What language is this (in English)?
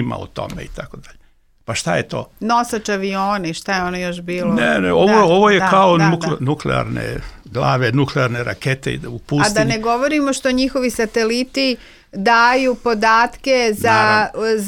Serbian